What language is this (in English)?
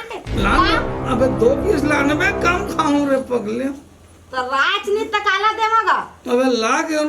Chhattisgarhi